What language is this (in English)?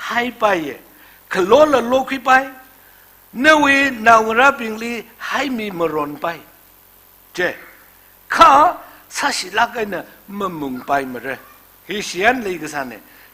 Tangkhul Naga (India)